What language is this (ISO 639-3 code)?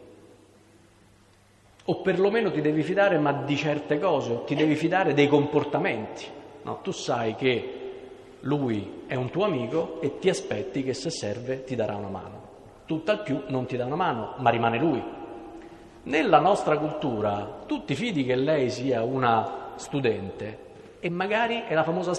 ita